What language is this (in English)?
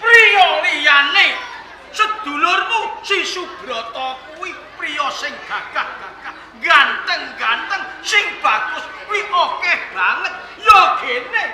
Javanese